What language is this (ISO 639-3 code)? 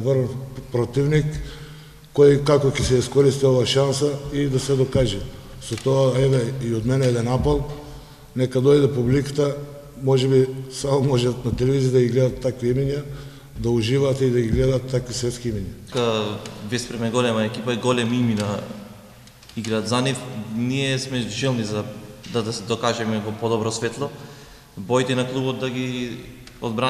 mkd